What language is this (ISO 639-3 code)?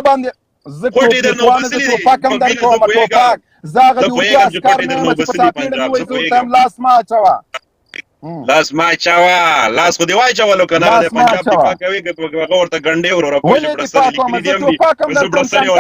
pus